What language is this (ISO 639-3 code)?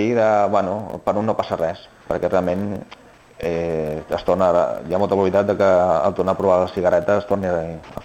cat